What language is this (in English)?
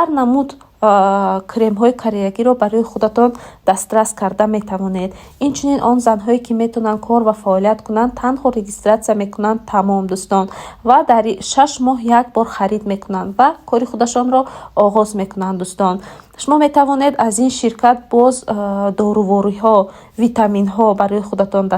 Tajik